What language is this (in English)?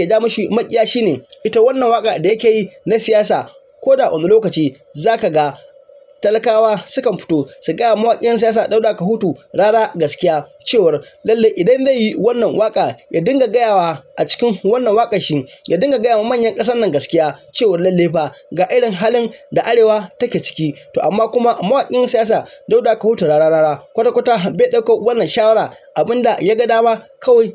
Hausa